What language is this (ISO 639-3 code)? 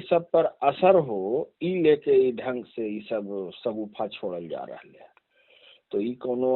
mag